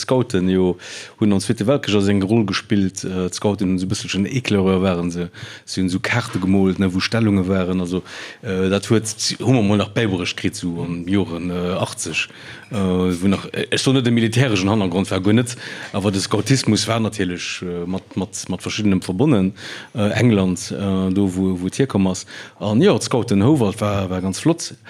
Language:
Luxembourgish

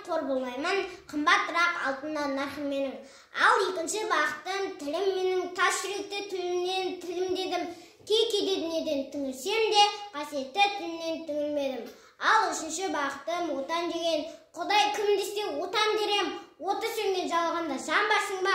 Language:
Kazakh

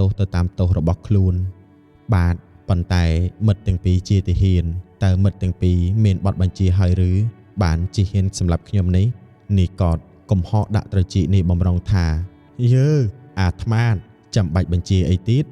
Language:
Khmer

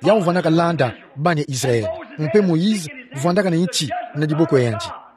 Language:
Kituba (Democratic Republic of Congo)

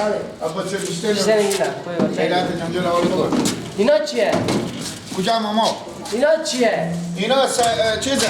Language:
Persian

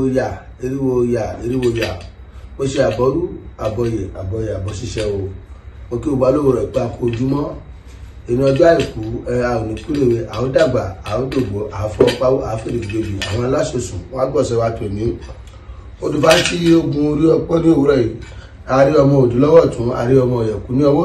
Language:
Yoruba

